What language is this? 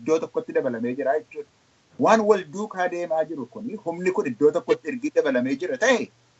Oromo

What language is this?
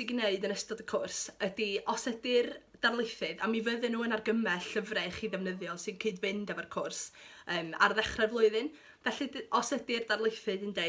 Welsh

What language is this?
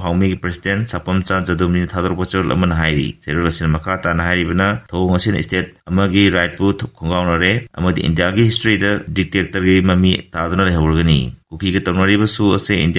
Manipuri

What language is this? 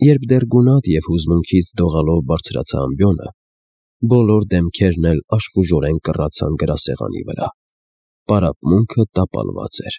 Armenian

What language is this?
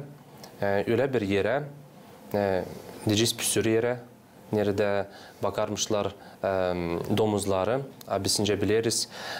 Gagauz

